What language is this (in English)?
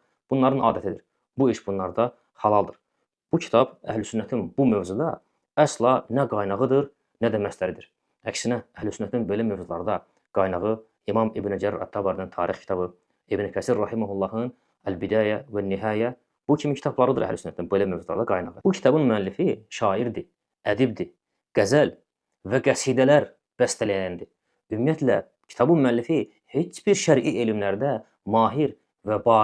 Azerbaijani